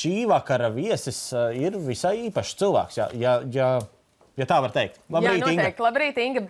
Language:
Latvian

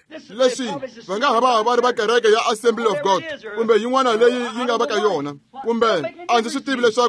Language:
Tsonga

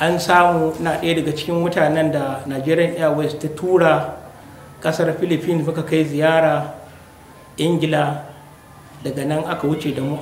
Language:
Hausa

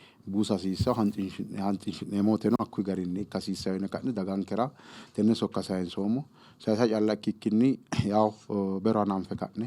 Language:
Sidamo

